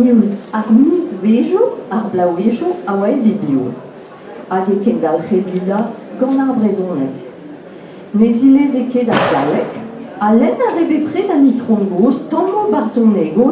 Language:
Breton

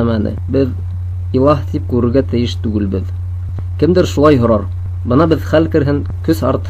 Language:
Bashkir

